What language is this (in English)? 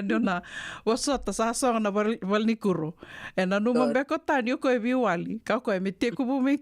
Fijian